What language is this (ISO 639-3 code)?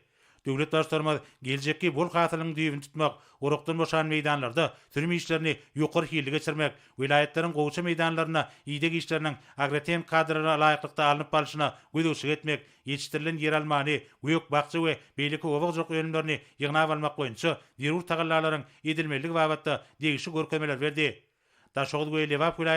tuk